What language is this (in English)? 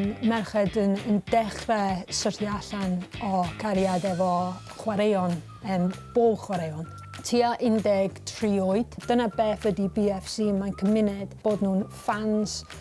Welsh